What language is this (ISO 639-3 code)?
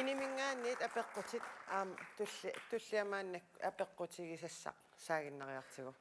kal